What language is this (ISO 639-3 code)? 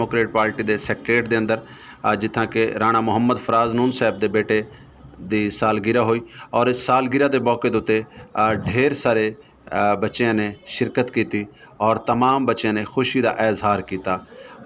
skr